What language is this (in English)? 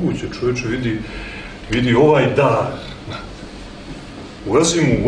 Serbian